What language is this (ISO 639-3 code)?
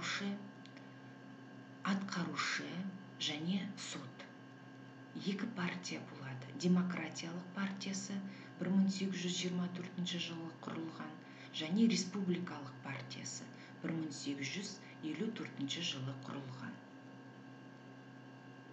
kaz